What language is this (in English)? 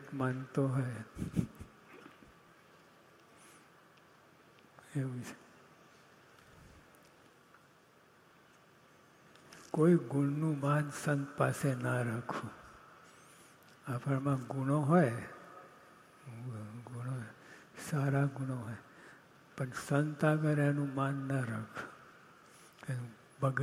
Gujarati